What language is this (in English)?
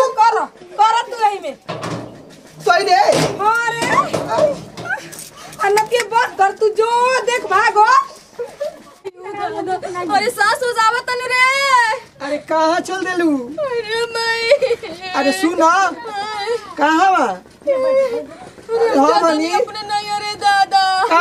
Bhojpuri